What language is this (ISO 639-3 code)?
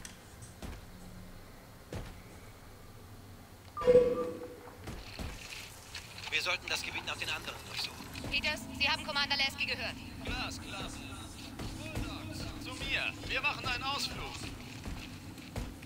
deu